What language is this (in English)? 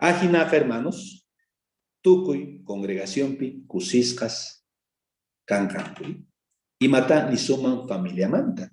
South Bolivian Quechua